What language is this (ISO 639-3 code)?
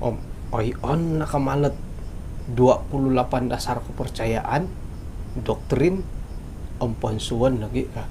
dtp